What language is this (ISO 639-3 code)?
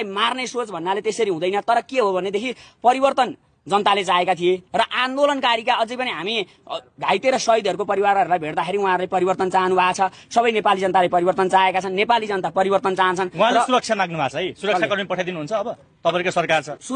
nep